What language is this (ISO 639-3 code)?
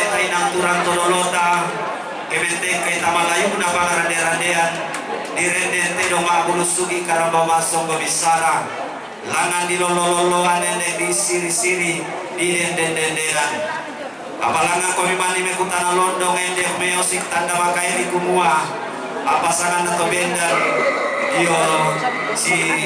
sda